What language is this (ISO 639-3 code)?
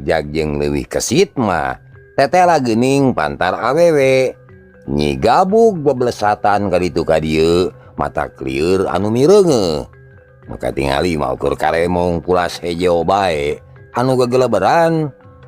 sun